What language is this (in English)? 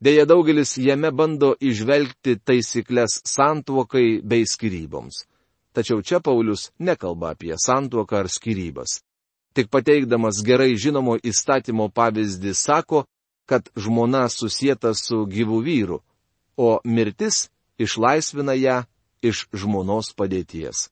Lithuanian